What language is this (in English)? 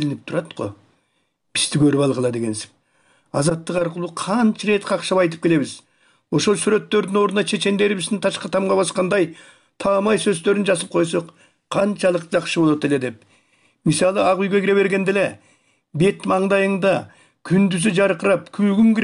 Kyrgyz